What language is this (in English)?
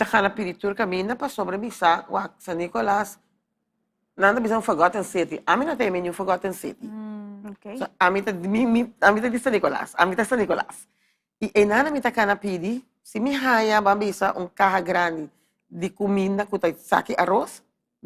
Papiamento